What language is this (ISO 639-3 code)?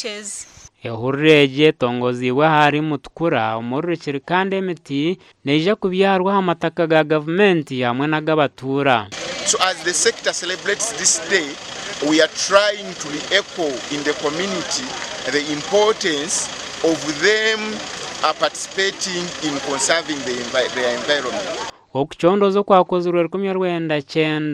nyn